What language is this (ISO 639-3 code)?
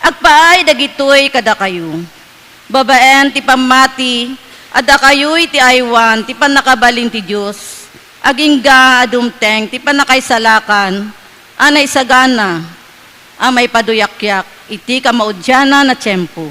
ilo